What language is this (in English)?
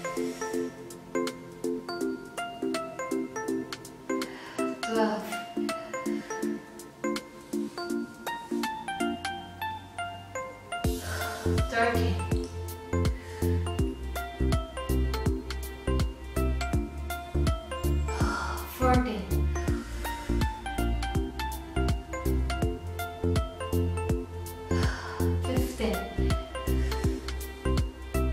English